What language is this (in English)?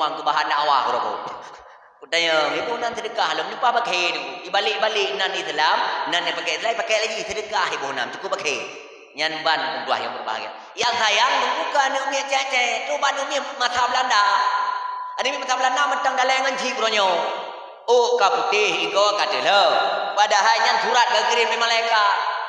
Achinese